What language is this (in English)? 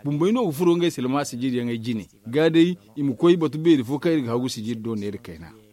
Zarma